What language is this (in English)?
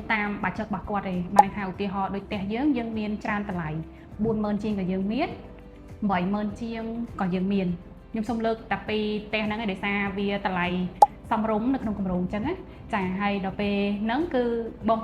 Khmer